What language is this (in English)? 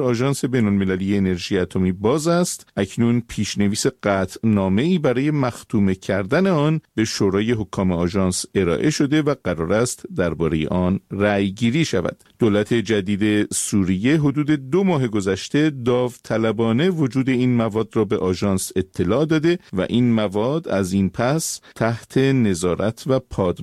Persian